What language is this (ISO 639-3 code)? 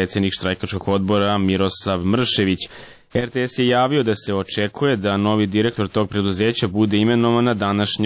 srp